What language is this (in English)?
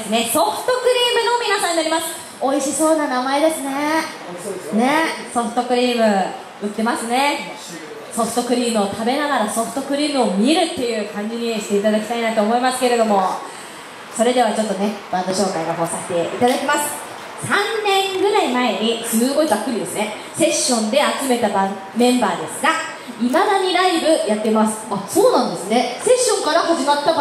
Japanese